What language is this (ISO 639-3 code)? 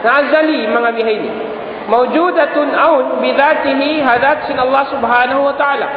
tsg